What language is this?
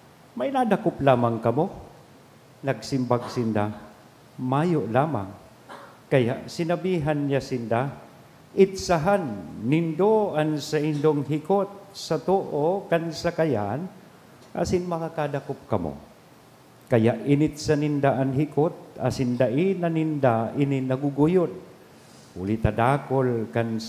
Bikol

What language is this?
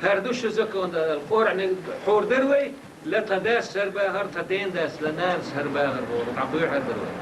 Chechen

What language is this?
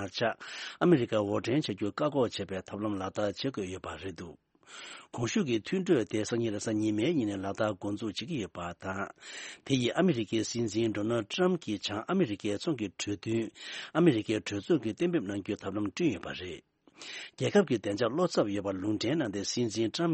Tibetan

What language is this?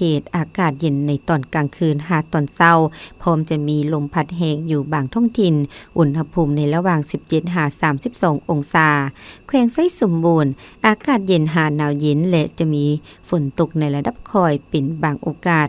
Lao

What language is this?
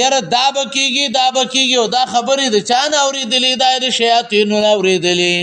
Pashto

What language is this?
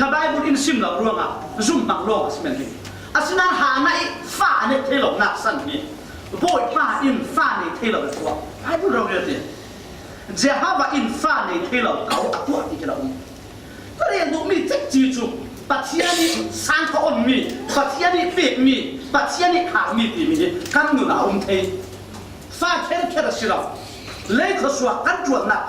Falam Chin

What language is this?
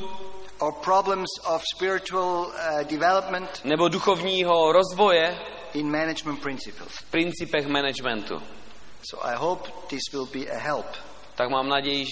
Czech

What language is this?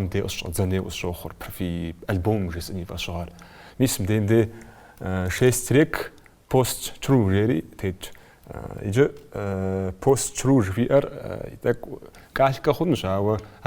Kabardian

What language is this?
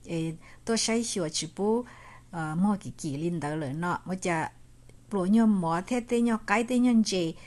Hmong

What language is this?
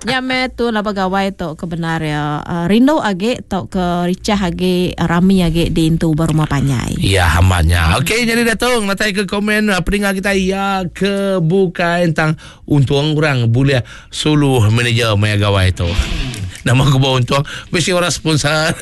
Iban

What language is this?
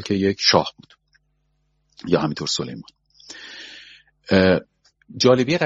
Persian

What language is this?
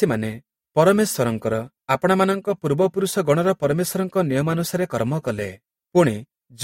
Odia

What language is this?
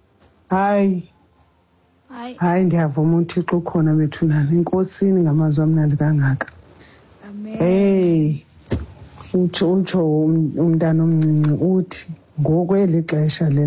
Xhosa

